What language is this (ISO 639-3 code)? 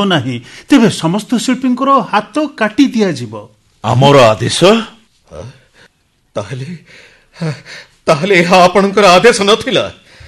ori